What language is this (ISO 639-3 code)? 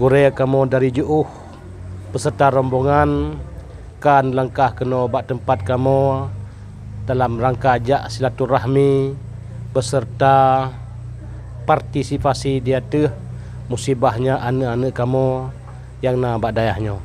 ace